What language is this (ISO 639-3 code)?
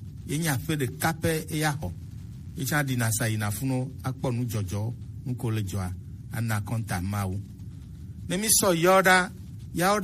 gej